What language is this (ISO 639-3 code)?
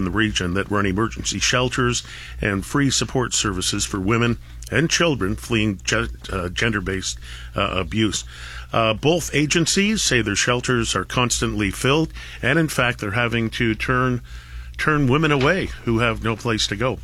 eng